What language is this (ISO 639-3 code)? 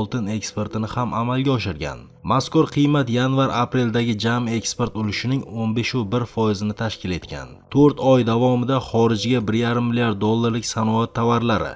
uzb